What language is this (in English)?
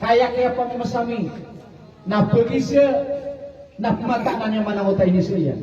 Maranao